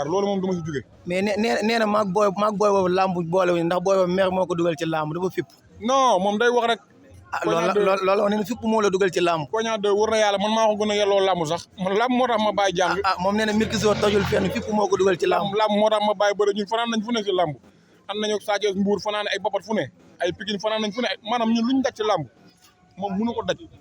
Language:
Wolof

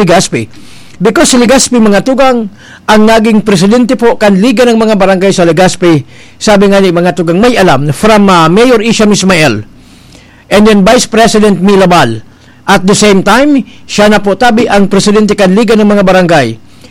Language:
Bikol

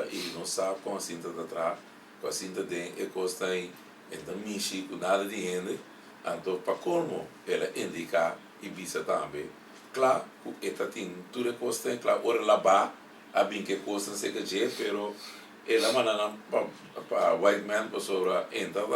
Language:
Papiamento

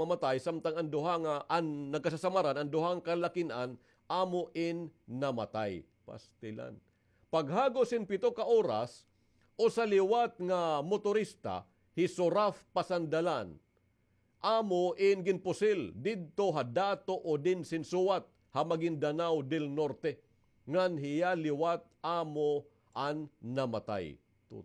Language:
Waray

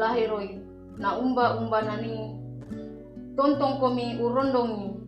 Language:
Toraja-Sa'dan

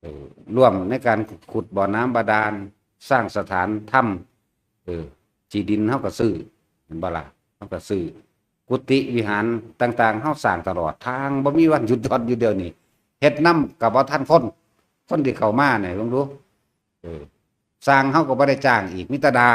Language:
Northeastern Thai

